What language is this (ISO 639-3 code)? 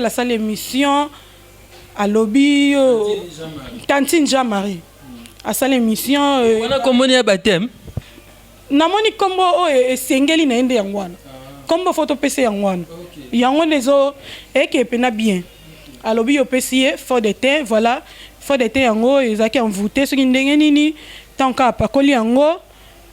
lin